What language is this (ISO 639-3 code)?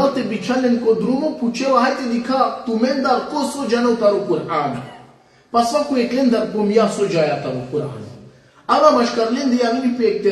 rmn